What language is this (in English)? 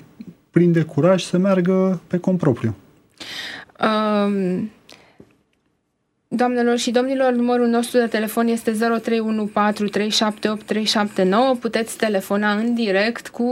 Romanian